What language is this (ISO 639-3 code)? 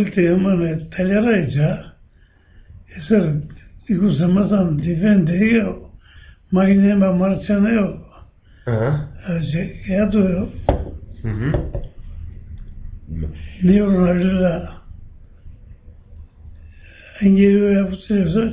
eus